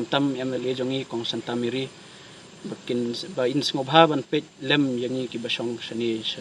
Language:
Khasi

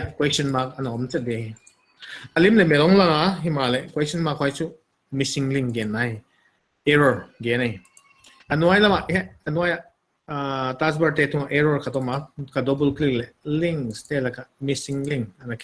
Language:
Paite Chin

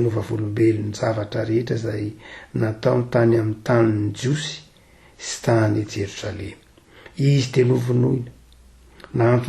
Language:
Malagasy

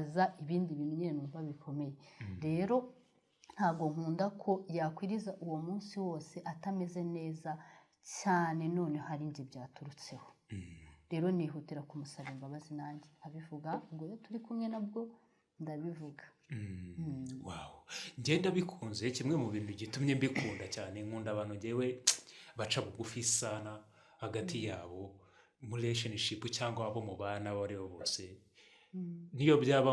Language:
Kinyarwanda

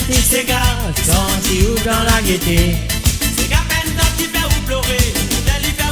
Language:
Morisyen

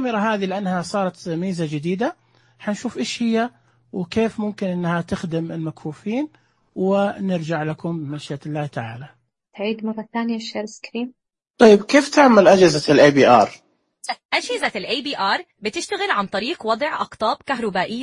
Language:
Najdi Arabic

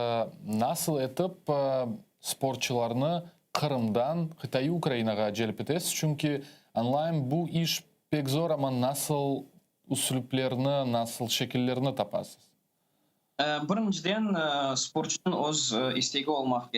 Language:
Crimean Tatar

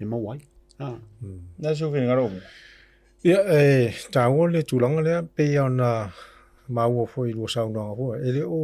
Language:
Samoan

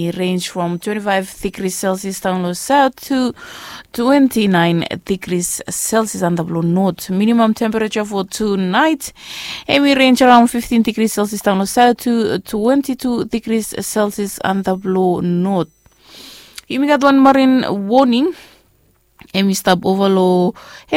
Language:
Bislama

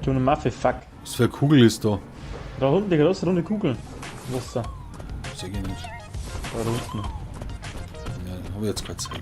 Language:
Bavarian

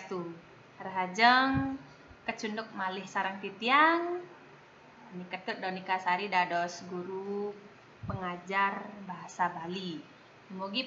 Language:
Balinese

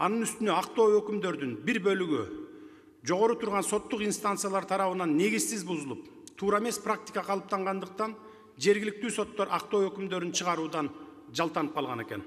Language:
Kyrgyz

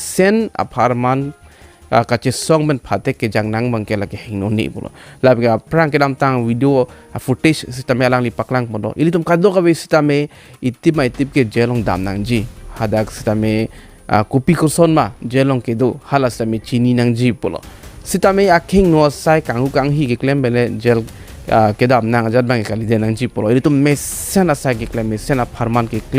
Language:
Karbi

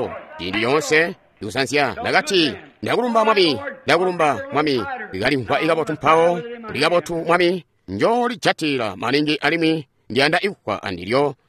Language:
Tonga (Zambia)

